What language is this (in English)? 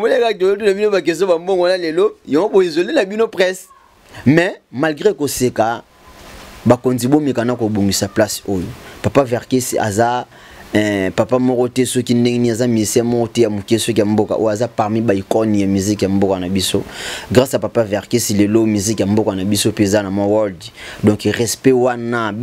Lingala